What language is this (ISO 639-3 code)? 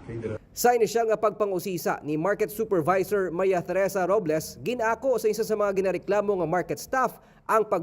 hil